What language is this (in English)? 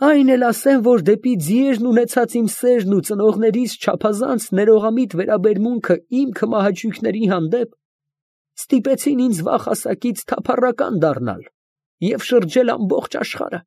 Armenian